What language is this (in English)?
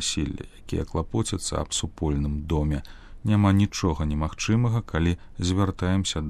Belarusian